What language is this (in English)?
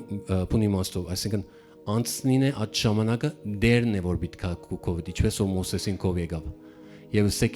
Western Armenian